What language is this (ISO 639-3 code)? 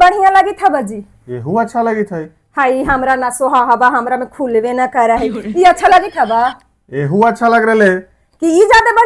mag